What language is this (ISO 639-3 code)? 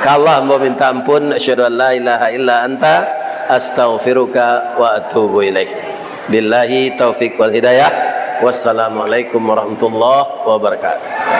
min